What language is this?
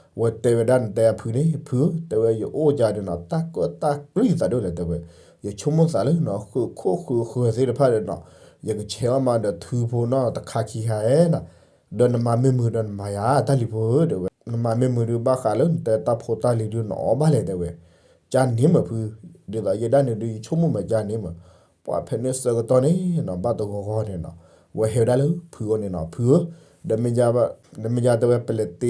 S'gaw Karen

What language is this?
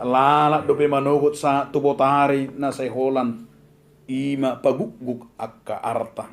Batak Toba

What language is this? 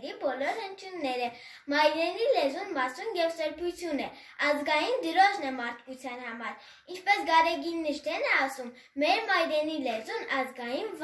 Armenian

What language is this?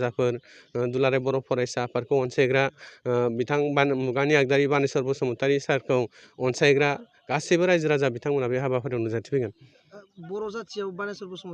Bodo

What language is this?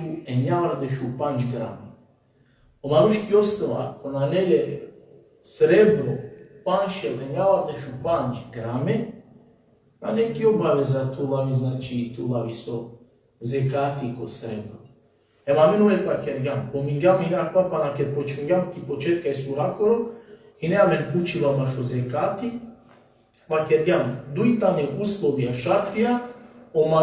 Balkan Romani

